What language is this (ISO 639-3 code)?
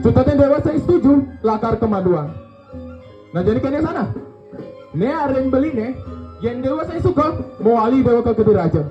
ban